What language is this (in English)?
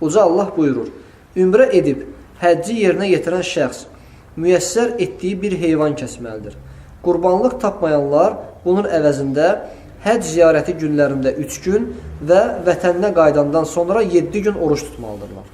Azerbaijani